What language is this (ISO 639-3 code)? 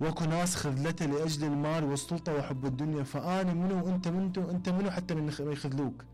acm